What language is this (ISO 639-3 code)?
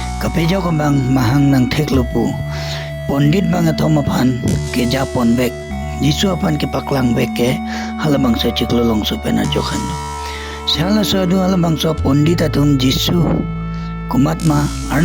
mjw